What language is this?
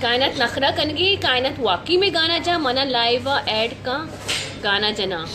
Baluchi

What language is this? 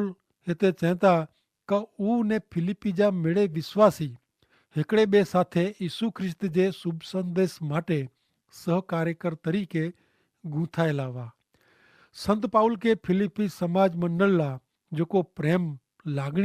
Kachhi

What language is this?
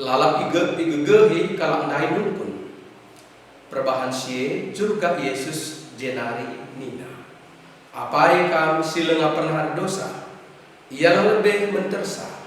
Batak Karo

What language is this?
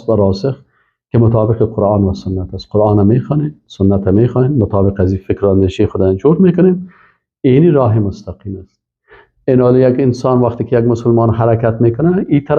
Persian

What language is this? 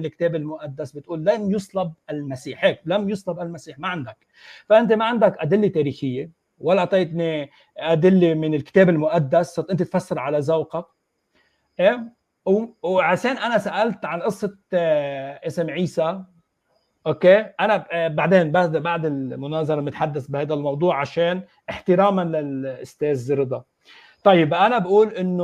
Egyptian Arabic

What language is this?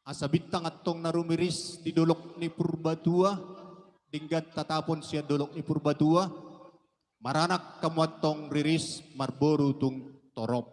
Batak Toba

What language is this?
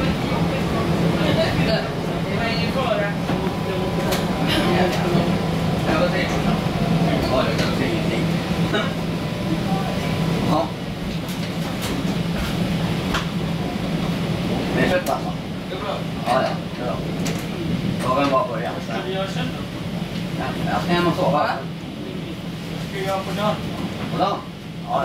Swedish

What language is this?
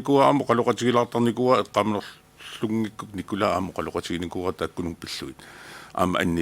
Kalaallisut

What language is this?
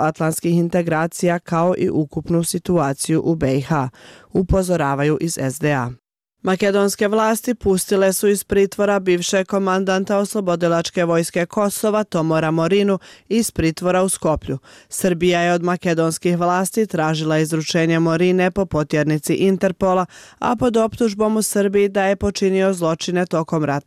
Bosnian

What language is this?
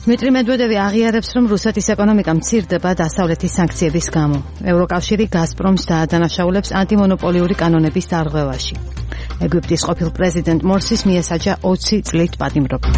Georgian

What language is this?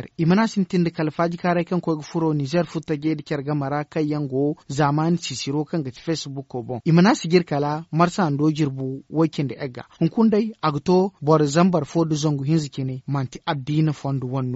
Zarma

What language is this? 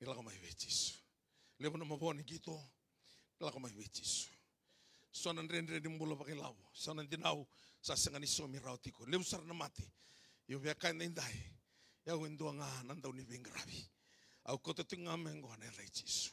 Fijian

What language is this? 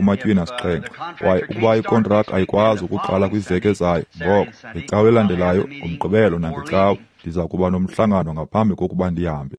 Xhosa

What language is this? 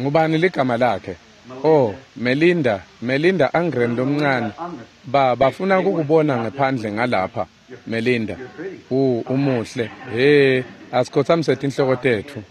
Swati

